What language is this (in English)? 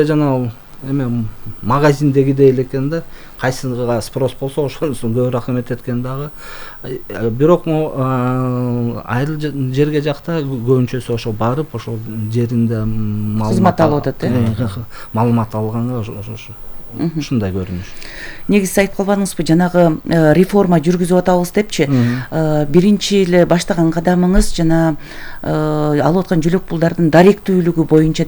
Kyrgyz